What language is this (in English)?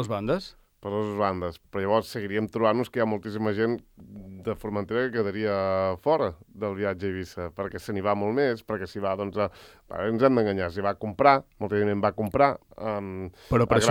Catalan